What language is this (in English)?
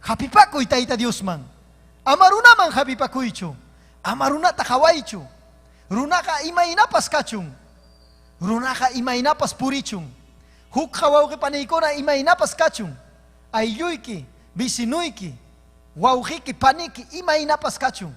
Ayacucho Quechua